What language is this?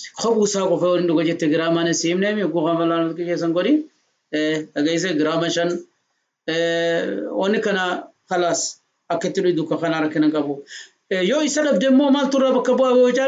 Oromo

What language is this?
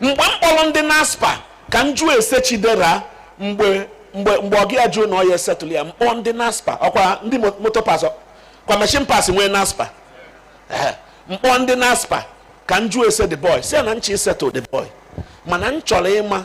Igbo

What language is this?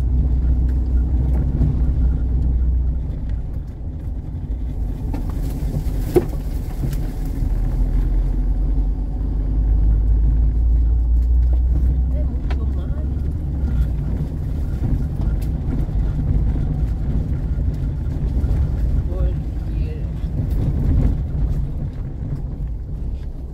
Portuguese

